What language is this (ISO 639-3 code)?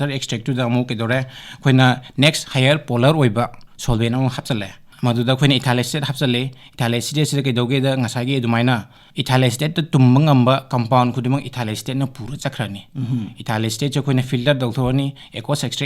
mni